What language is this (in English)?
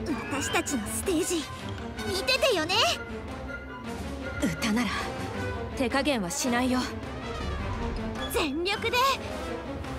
Japanese